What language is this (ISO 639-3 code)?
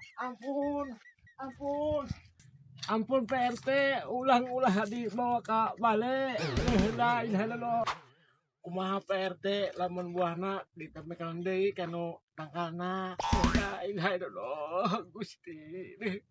sun